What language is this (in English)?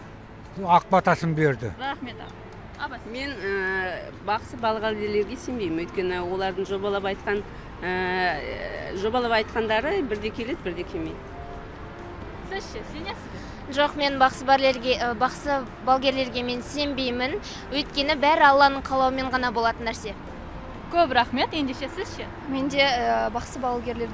Kazakh